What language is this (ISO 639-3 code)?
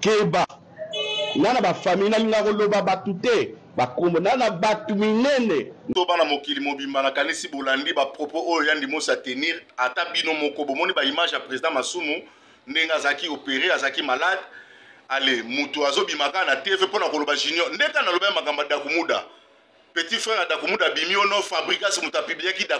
lin